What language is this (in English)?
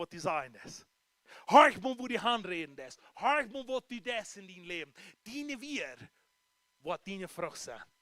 Plautdietsch